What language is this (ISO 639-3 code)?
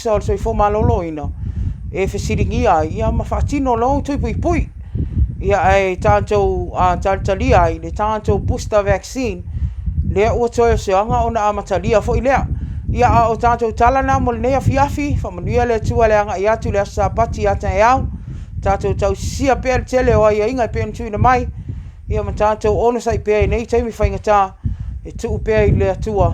smo